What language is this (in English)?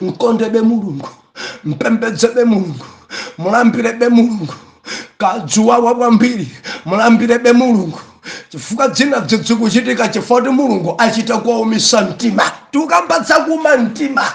Nyanja